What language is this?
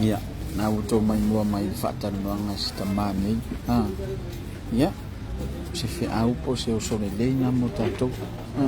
Samoan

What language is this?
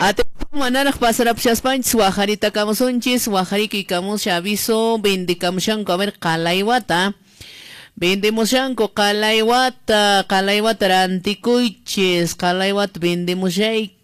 Quechua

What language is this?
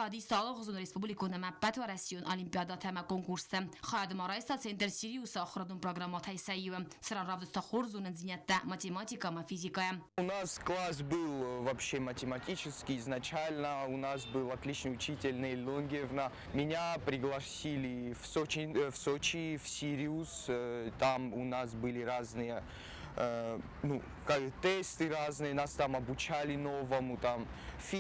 Ossetic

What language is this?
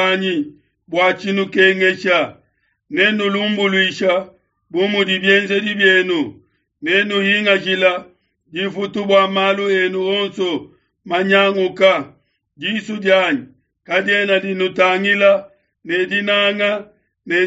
Luba-Lulua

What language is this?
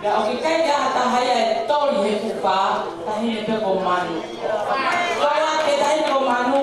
Tongan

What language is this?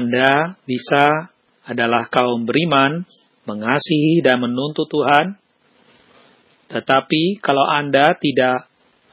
Indonesian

